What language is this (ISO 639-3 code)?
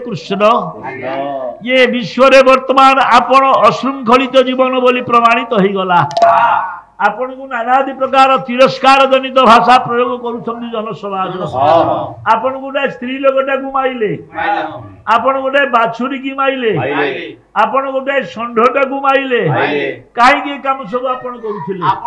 ori